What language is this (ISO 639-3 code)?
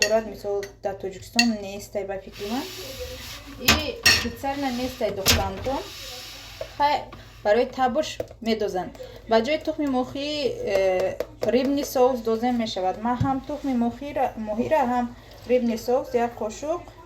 tgk